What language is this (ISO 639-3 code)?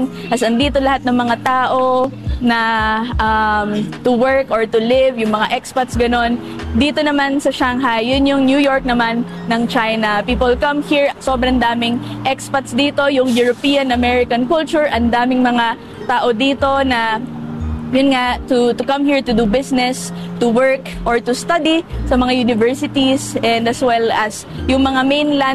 fil